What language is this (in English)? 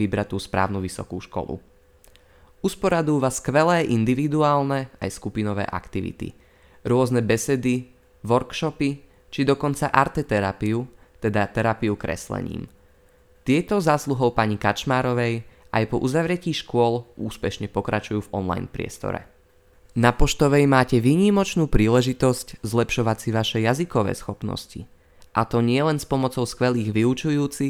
Slovak